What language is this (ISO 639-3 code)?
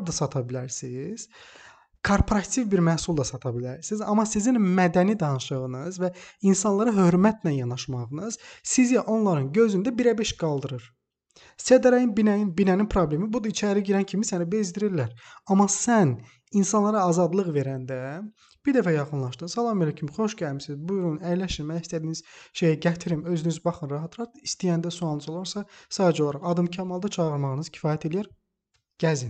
aze